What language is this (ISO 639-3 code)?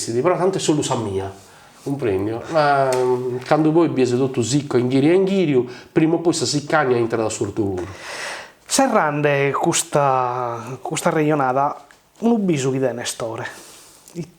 srd